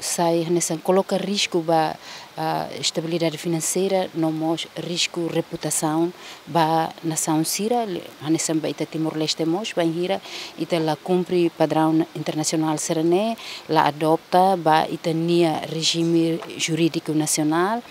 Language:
Tetum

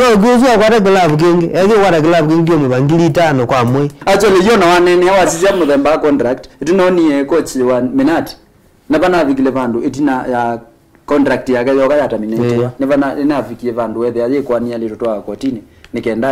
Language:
Kamba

